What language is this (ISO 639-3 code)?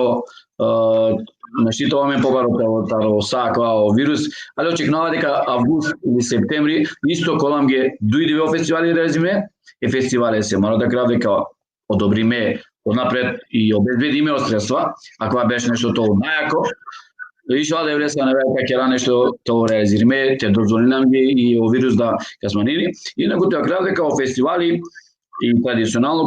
rmn